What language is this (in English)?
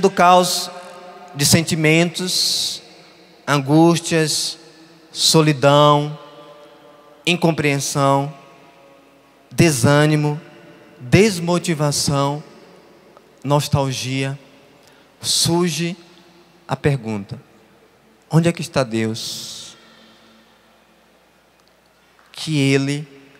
Portuguese